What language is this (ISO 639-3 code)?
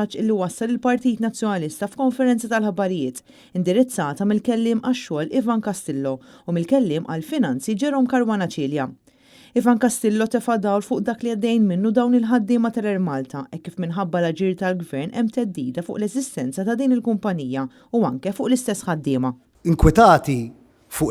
mlt